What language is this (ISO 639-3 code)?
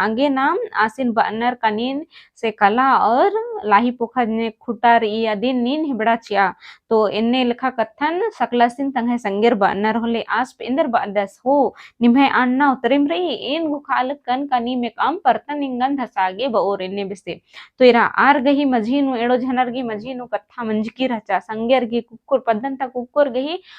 kru